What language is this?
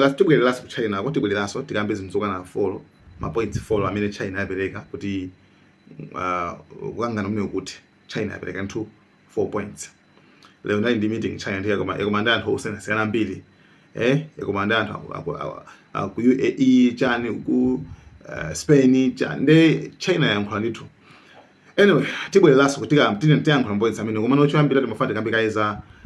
Nyanja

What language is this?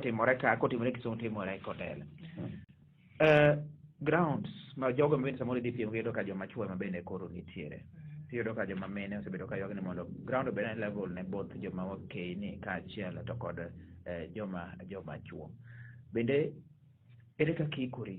Luo (Kenya and Tanzania)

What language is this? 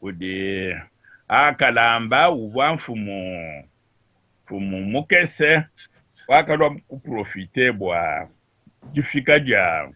Luba-Lulua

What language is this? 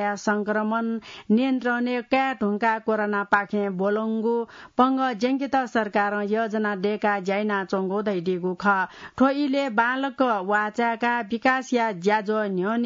Newari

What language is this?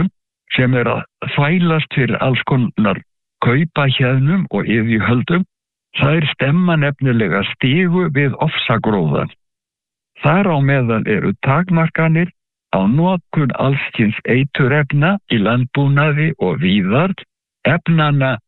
Icelandic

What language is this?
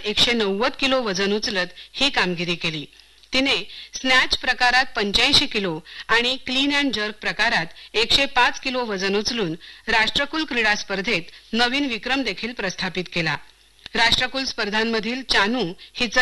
Marathi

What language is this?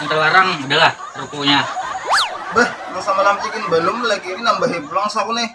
Banjar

